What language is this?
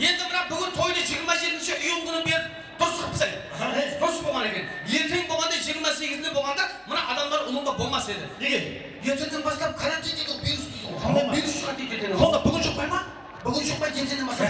Kara-Kalpak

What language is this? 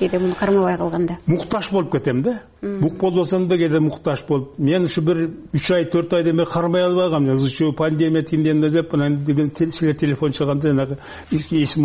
Kyrgyz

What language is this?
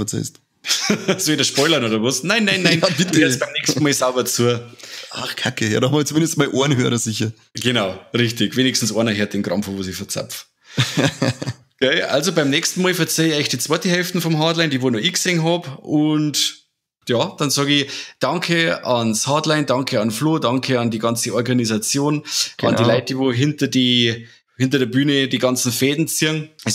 Bavarian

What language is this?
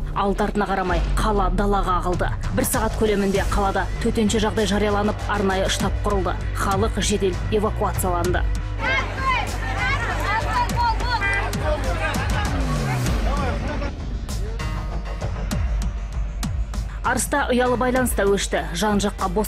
Kazakh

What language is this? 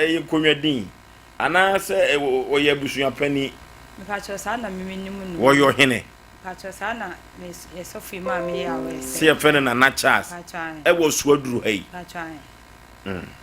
Akan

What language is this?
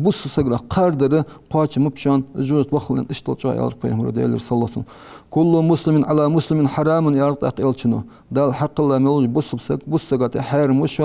Ingush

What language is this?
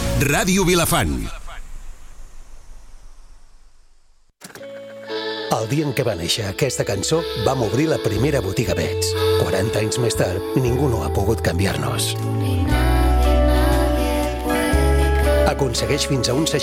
Catalan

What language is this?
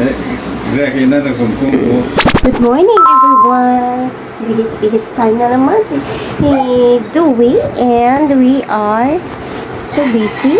Hiligaynon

